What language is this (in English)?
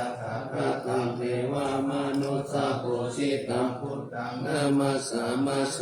Pali